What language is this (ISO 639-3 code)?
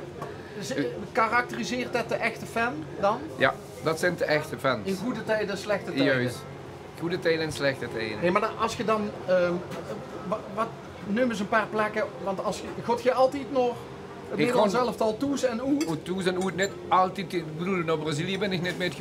lim